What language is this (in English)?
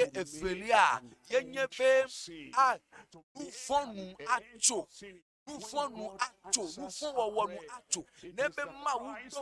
Ewe